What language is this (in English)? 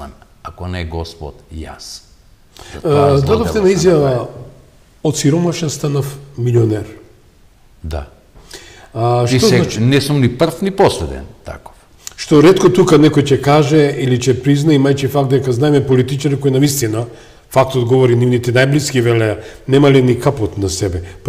Macedonian